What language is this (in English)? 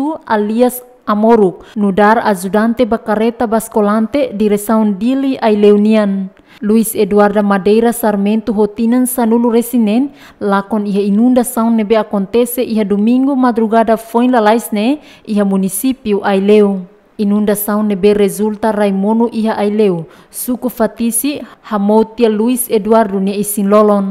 Tetum